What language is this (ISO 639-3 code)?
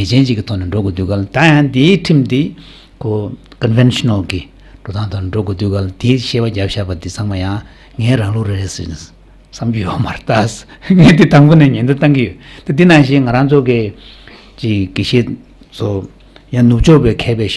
bod